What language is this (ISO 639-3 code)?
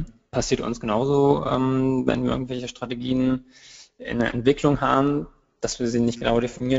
deu